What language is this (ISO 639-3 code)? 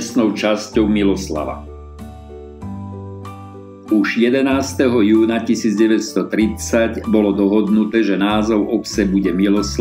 slk